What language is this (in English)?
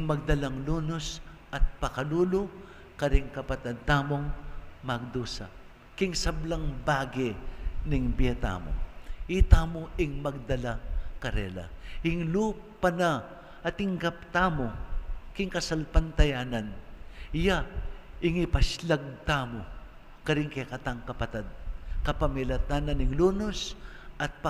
Pampanga